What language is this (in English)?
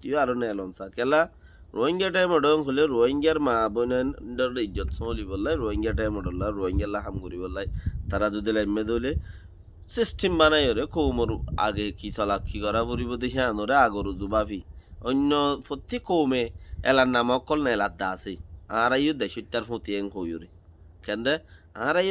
Rohingya